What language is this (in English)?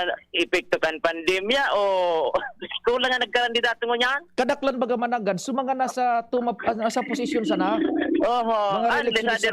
Bikol